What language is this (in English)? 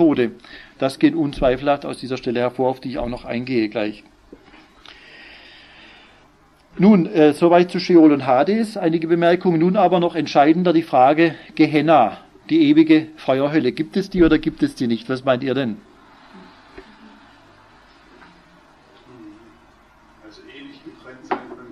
German